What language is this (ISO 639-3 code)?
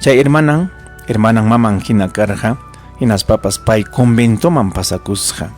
quy